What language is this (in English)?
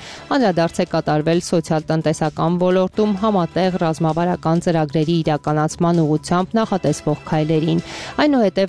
Armenian